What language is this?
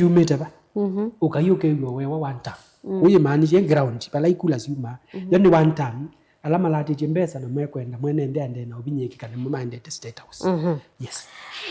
Kamba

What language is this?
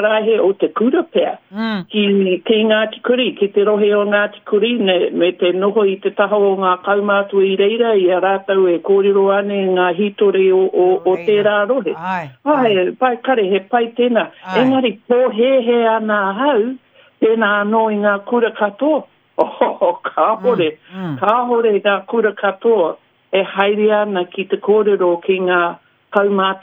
Māori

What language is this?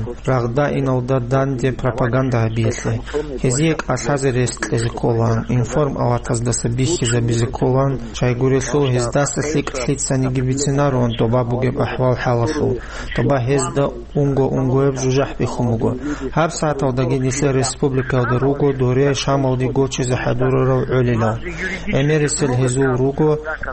Avaric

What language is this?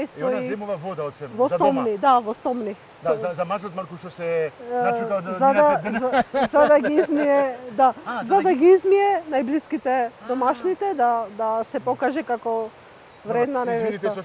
Macedonian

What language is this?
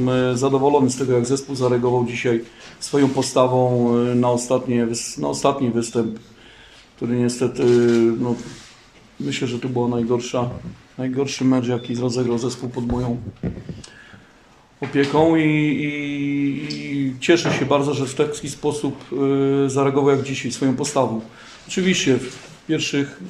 Polish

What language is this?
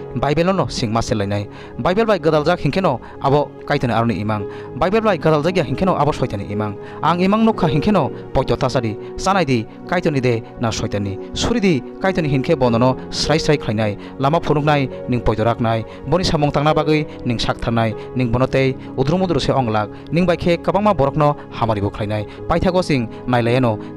Kok Borok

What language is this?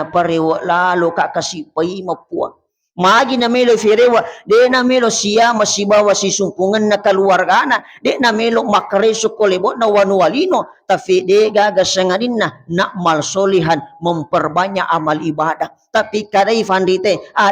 Buginese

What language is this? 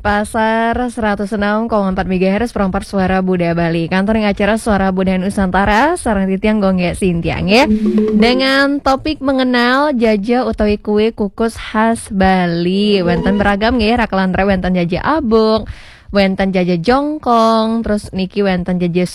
Balinese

